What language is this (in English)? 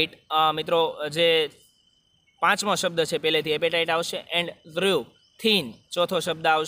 Gujarati